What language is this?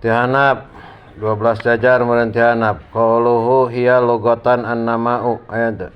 Sundanese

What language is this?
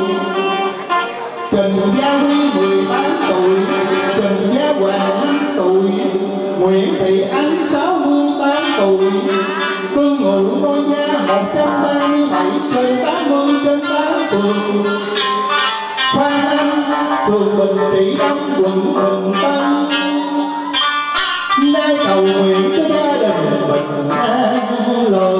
Vietnamese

